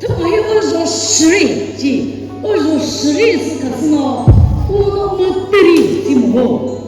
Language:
Chokri Naga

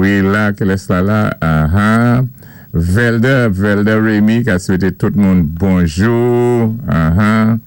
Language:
Saint Lucian Creole French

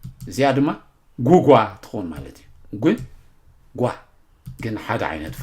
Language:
Tigrinya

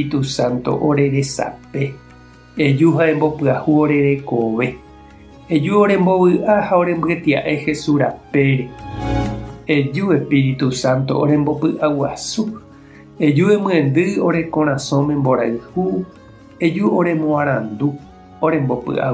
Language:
Guarani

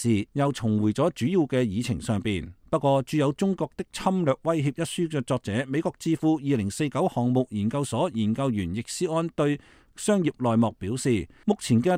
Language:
Cantonese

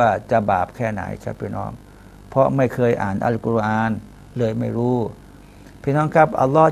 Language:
Thai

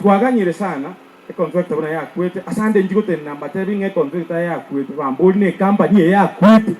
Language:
Gusii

